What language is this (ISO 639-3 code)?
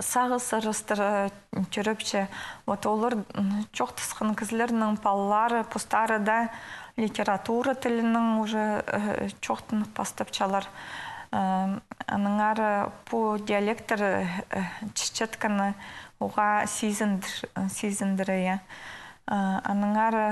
kjh